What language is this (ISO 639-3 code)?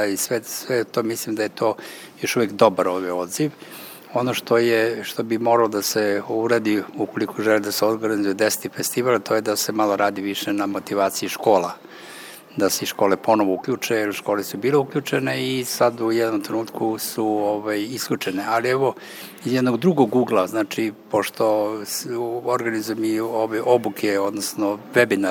srp